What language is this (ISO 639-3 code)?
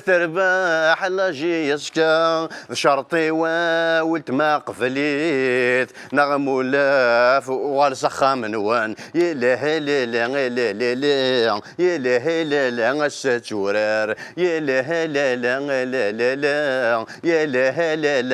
kab